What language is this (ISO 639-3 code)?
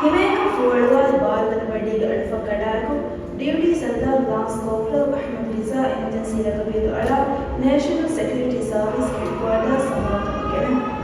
div